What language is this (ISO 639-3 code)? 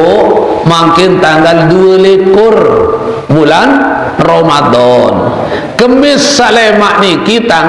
sas